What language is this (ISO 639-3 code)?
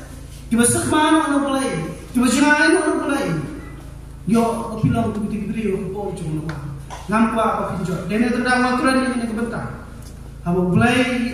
kha